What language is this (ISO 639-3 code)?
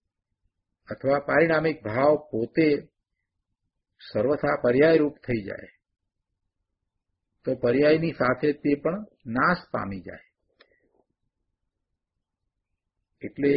guj